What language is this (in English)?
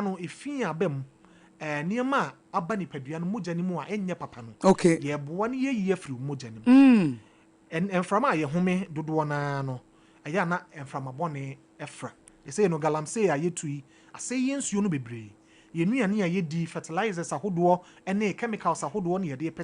Akan